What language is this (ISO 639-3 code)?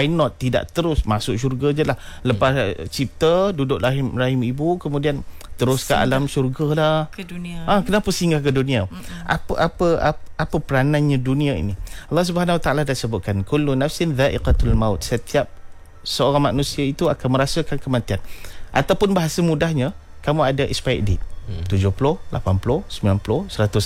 msa